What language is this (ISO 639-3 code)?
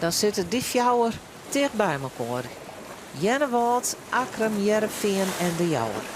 fry